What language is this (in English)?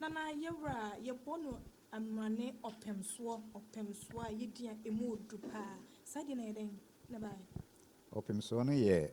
Akan